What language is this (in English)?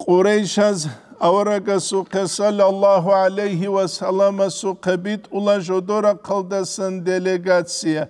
Avaric